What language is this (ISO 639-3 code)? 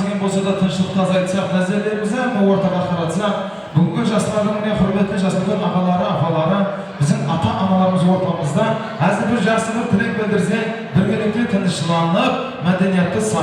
kaa